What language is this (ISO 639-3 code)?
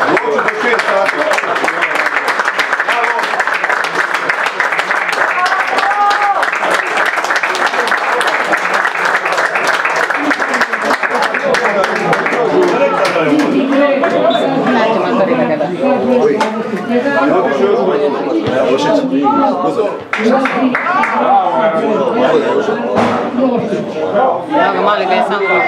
hrv